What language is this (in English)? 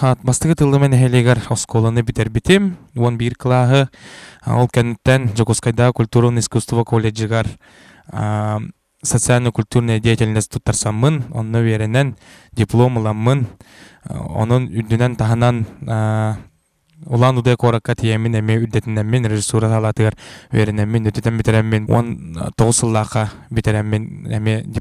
Yakut